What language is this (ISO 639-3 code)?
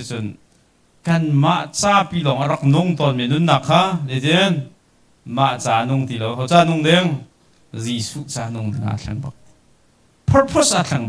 cnh